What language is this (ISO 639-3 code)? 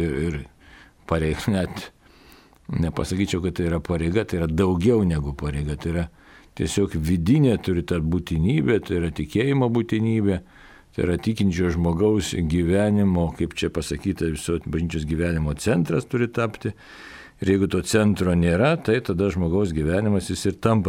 lit